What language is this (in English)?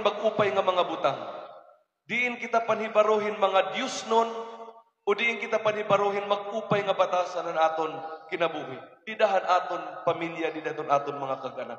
Waray